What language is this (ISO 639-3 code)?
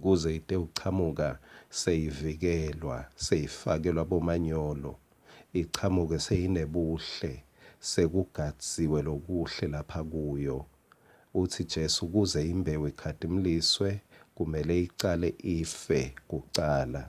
ssw